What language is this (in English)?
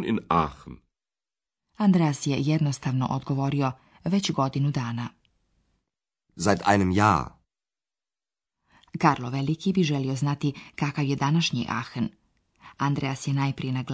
Bosnian